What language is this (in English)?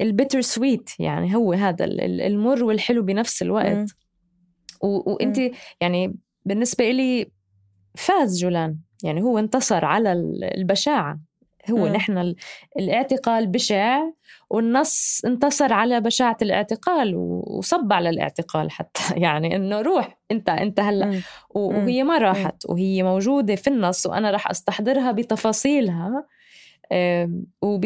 North Levantine Arabic